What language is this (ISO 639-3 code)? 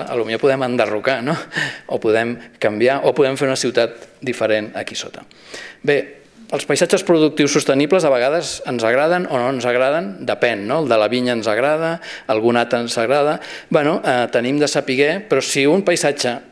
cat